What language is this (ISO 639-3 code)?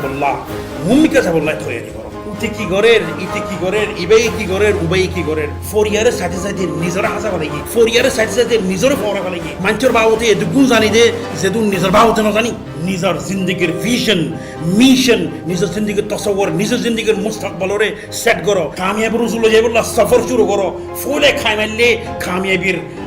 rhg